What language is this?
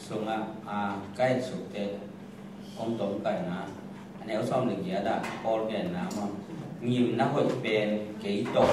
Tedim Chin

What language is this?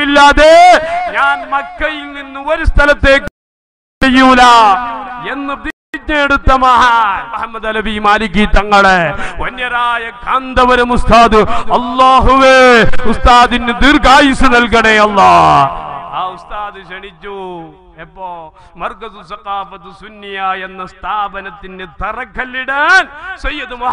Malayalam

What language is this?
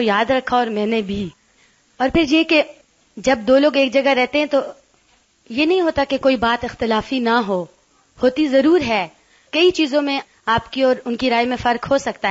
Urdu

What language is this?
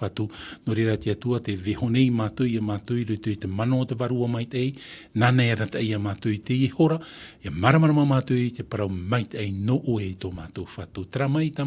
Tahitian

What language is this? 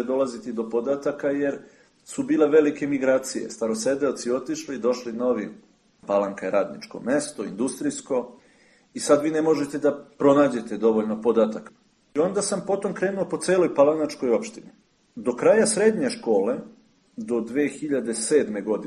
Serbian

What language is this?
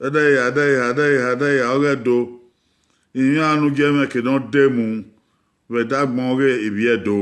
Bini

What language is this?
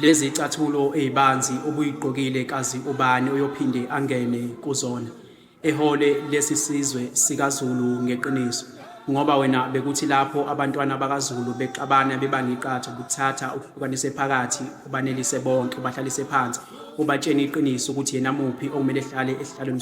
Zulu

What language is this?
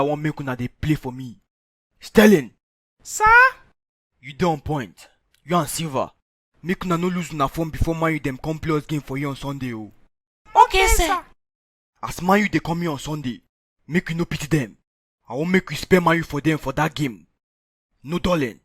Nigerian Pidgin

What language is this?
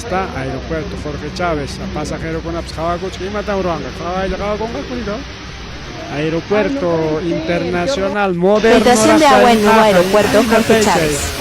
Ayacucho Quechua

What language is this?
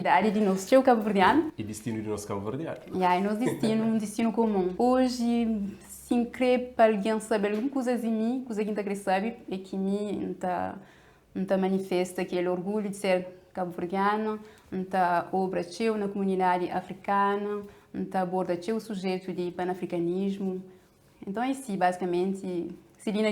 Kabuverdianu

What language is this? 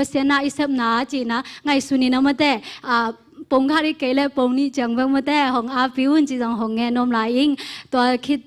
Tedim Chin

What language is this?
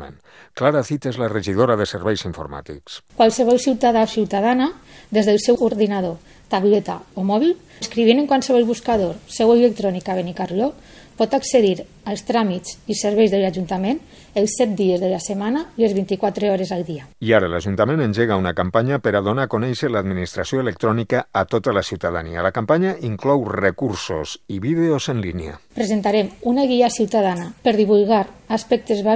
Catalan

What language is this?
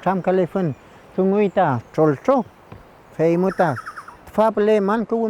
Mapuche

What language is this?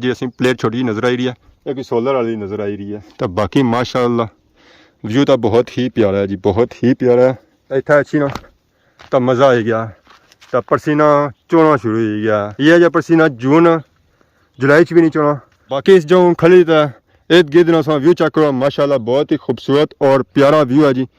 Pahari-Potwari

